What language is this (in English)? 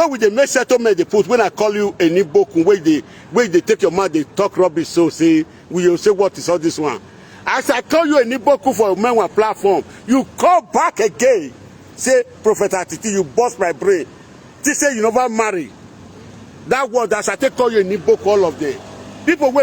Nigerian Pidgin